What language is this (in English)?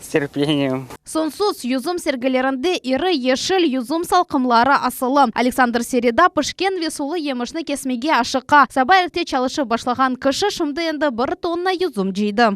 Crimean Tatar